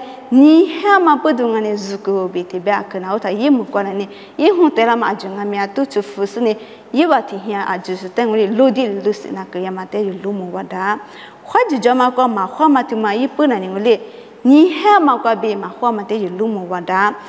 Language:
Lisu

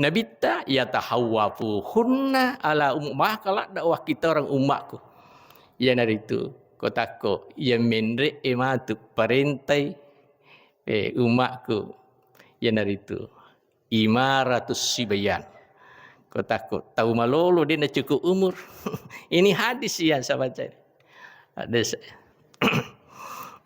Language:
Buginese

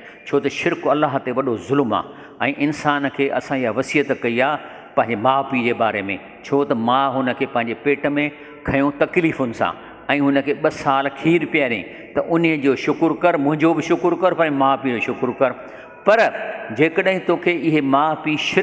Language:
Sindhi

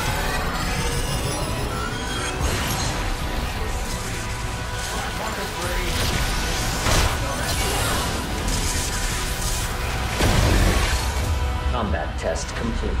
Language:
English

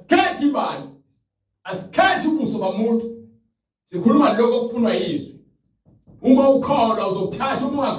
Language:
Zulu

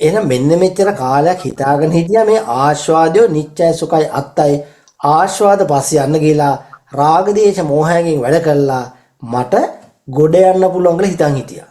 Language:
Sinhala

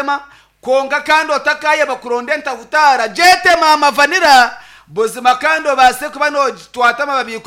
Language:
Nyankole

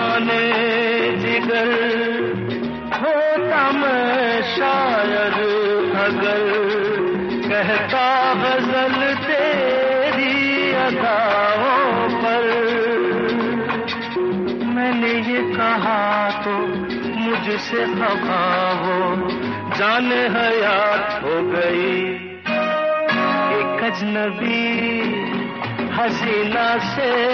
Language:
Hindi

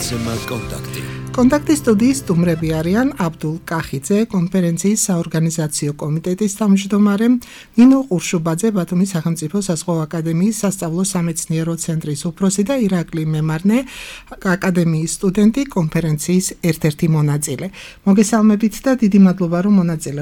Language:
Georgian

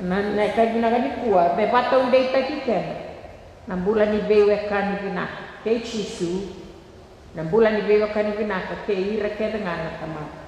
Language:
Fijian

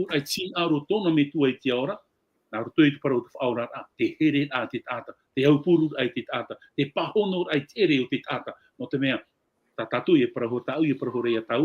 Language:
Tahitian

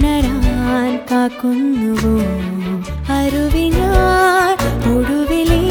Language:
Malayalam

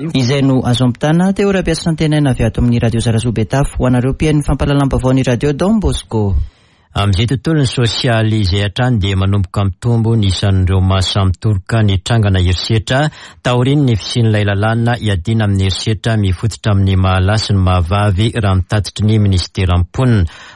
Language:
Malagasy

